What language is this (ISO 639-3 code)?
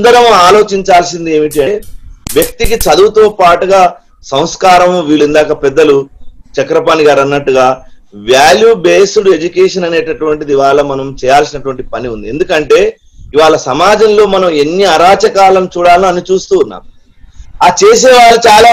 tel